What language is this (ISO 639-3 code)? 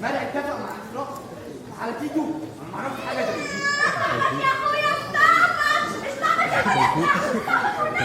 arz